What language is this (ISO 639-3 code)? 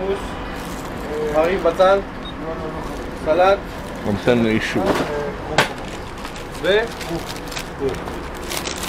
heb